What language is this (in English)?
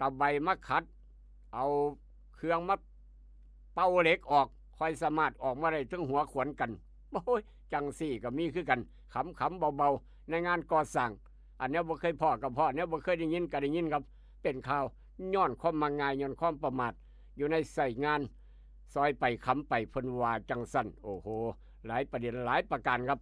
Northeastern Thai